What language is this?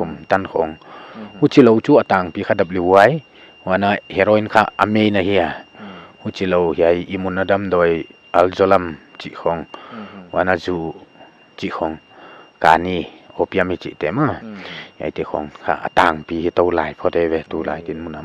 Paite Chin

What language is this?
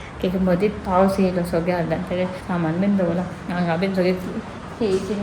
Konkani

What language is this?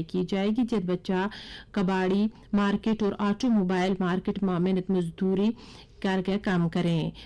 Gujari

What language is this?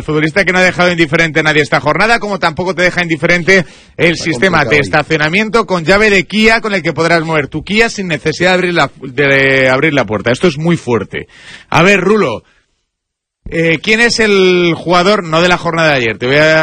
Spanish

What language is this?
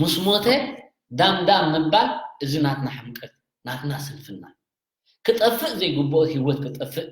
Tigrinya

